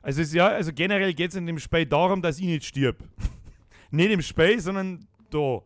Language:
Bavarian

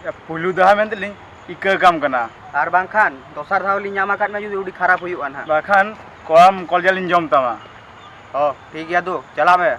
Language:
Santali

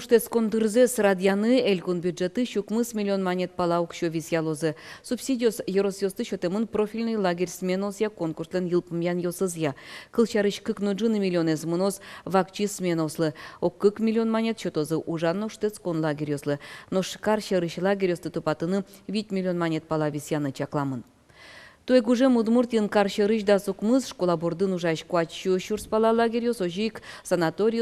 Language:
Udmurt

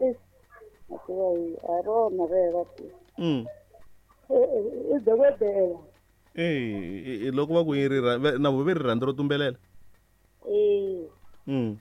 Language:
Tsonga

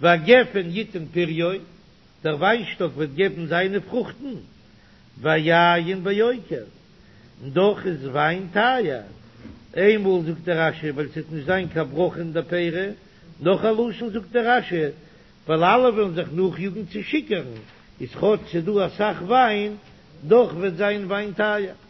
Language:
Yiddish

